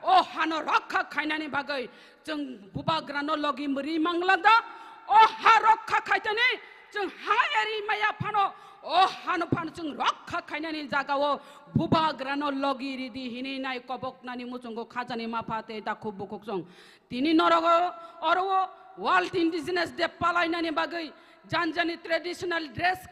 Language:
Kok Borok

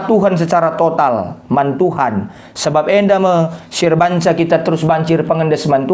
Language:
Batak Karo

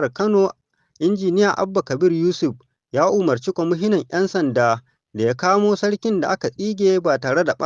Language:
Hausa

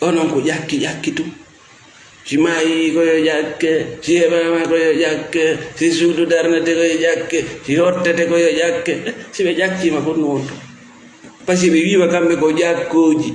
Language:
Fula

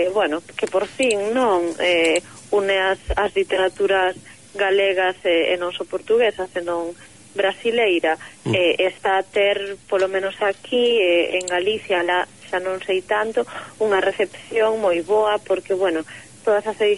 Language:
Galician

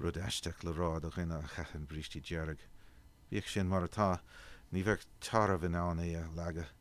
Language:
Irish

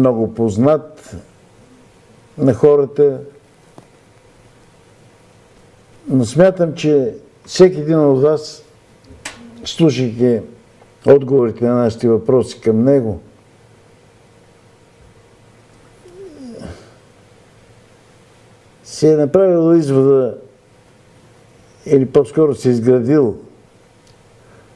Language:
Bulgarian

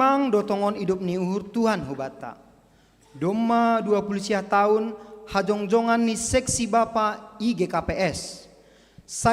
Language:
Batak Simalungun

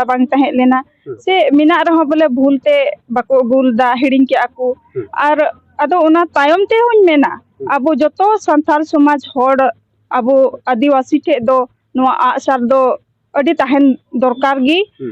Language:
Santali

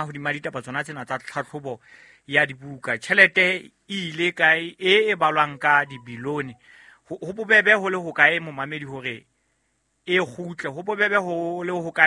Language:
Southern Sotho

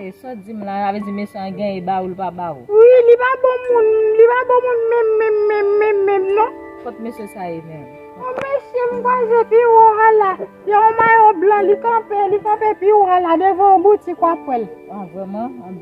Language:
Haitian Creole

